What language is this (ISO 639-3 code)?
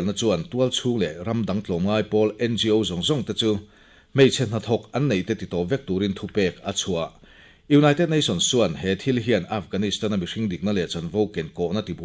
lus